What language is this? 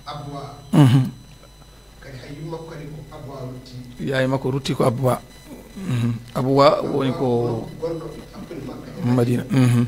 Fula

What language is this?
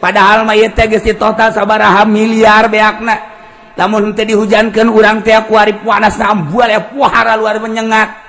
Sundanese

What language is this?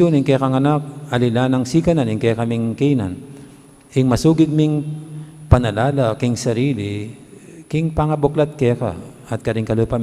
Pampanga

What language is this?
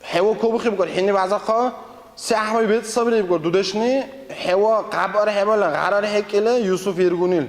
Dargwa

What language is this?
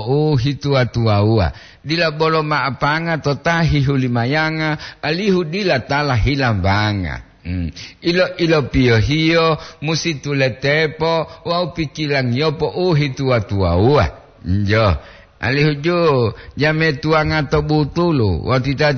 Gorontalo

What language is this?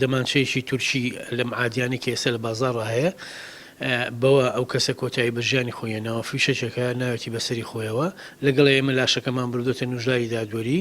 Central Kurdish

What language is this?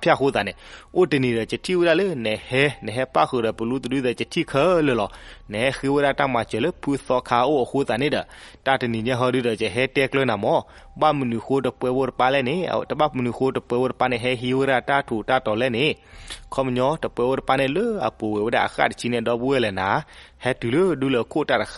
S'gaw Karen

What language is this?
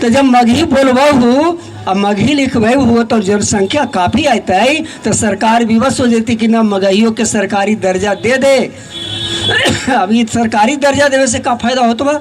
Magahi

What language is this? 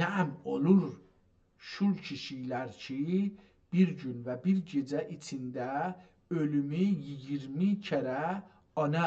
South Azerbaijani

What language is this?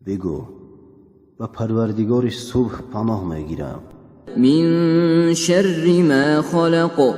Tajik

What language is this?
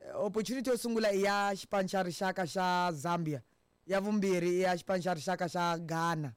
Tsonga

